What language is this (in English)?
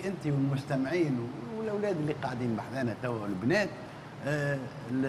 Tunisian Arabic